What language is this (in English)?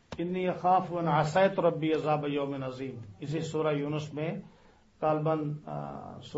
Urdu